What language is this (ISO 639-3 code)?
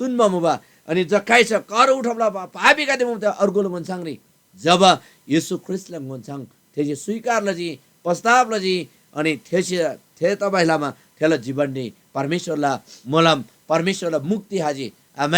taj